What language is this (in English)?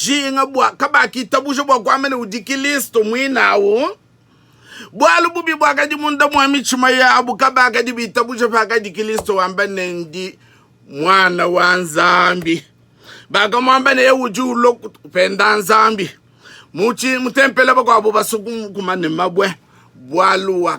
Luba-Lulua